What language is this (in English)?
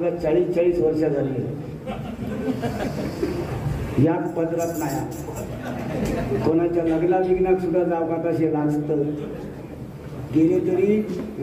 Marathi